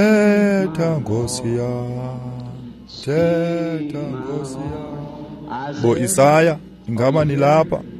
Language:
Xhosa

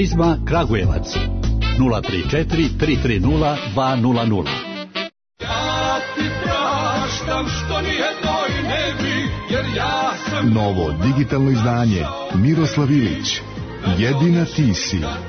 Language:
Serbian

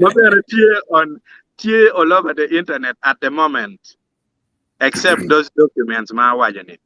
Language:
Acoli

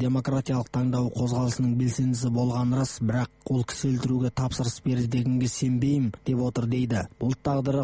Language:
Kazakh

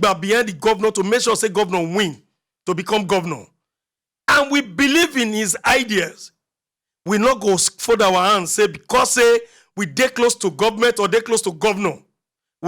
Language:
Nigerian Pidgin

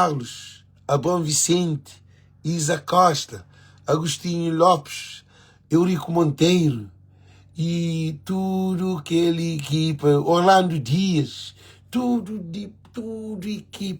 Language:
Kabuverdianu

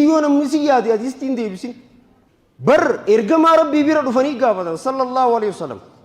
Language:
Oromo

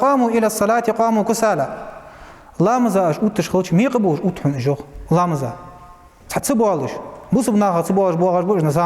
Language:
Ingush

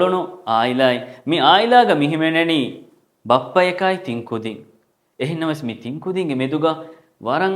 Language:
Divehi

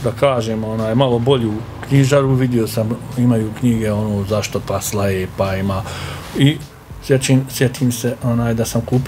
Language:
Bosnian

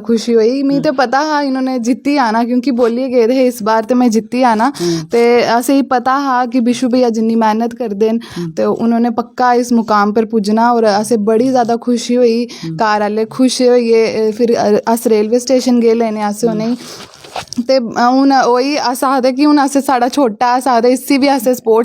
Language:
Dogri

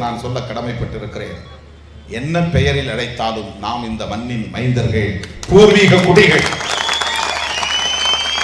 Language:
Tamil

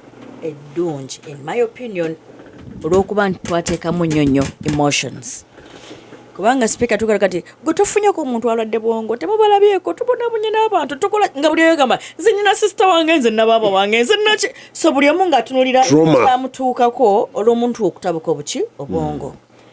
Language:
Ganda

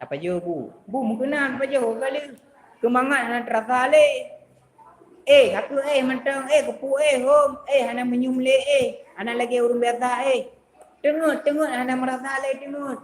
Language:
Achinese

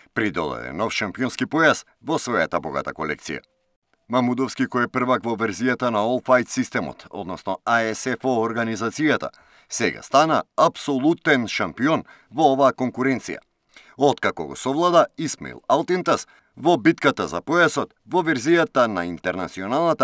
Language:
Macedonian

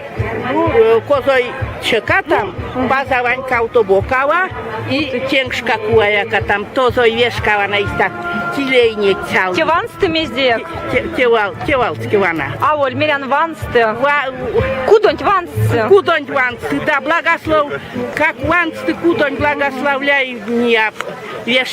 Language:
Erzya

